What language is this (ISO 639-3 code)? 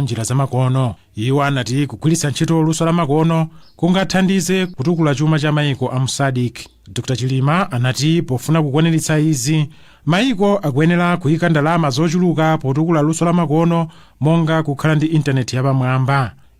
nya